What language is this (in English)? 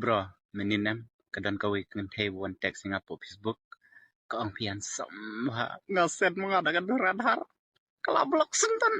Khasi